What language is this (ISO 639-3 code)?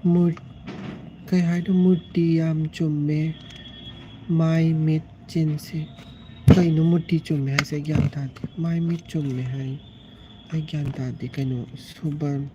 mni